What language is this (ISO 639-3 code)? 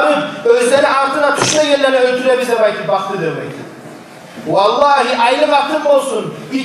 kum